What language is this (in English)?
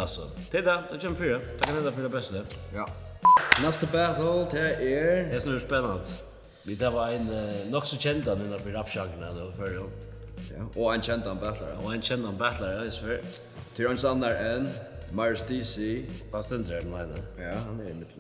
Faroese